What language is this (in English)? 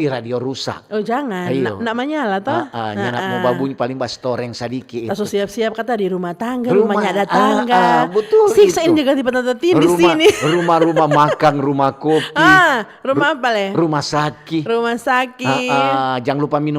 Manado Malay